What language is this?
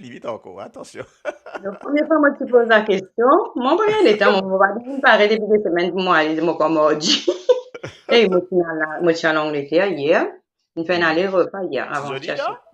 Morisyen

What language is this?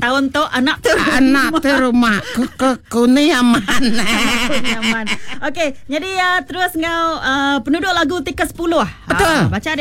Iban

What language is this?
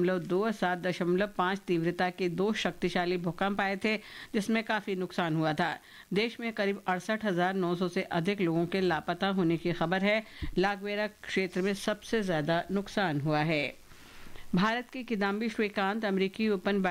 Hindi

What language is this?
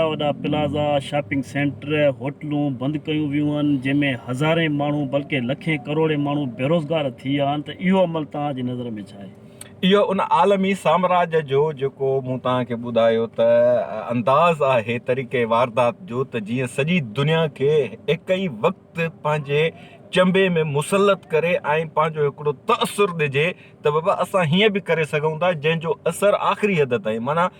Sindhi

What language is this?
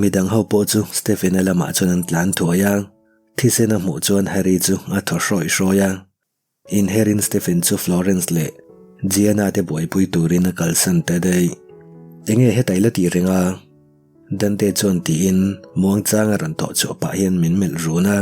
Mizo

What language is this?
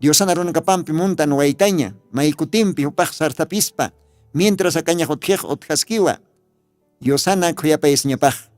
Aymara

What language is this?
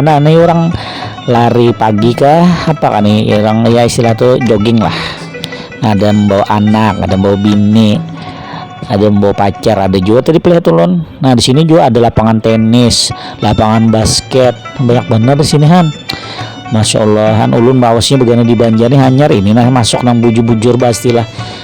Banjar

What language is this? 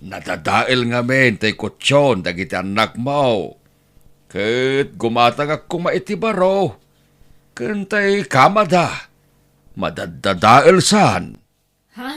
Iloko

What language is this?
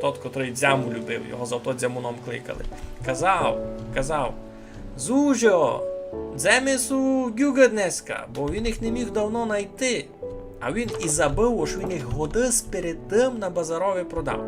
Rusyn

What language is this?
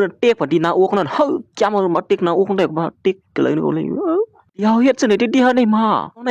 Shan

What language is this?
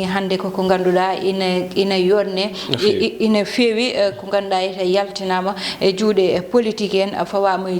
Fula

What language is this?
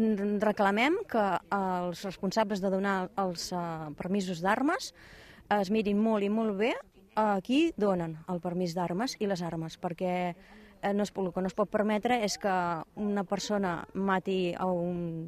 Catalan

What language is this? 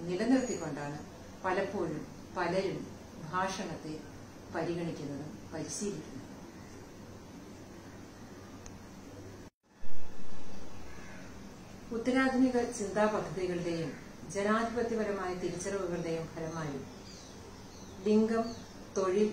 Malayalam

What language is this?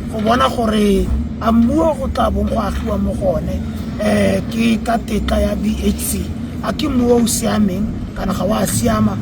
Tswana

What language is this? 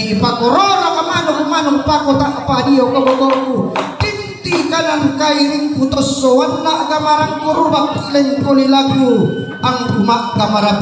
Toraja-Sa'dan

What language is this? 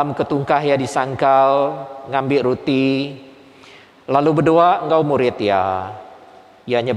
Iban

